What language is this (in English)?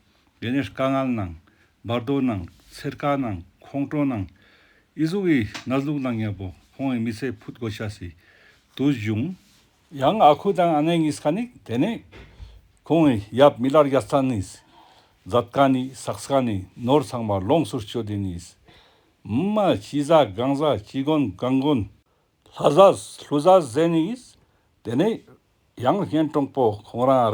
Ladakhi